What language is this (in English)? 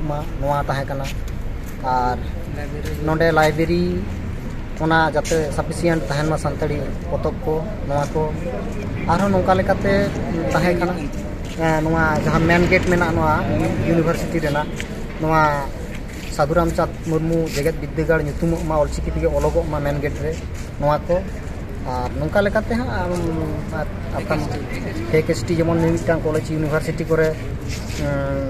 Santali